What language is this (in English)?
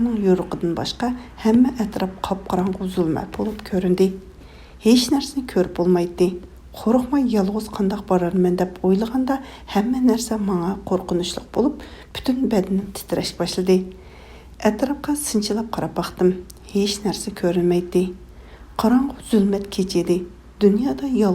Uyghur